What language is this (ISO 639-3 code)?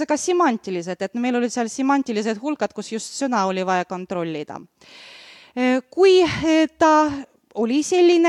est